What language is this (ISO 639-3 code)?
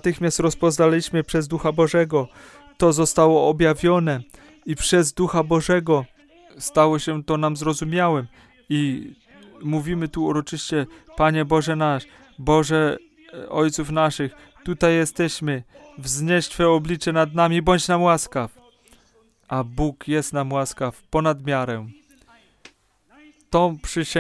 pol